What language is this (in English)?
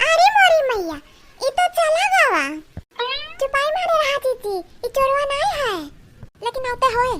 Awadhi